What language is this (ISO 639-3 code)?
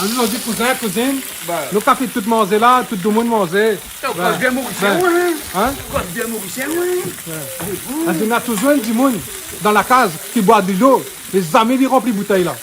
rcf